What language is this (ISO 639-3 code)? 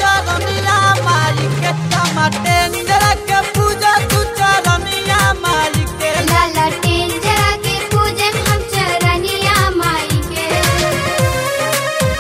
bho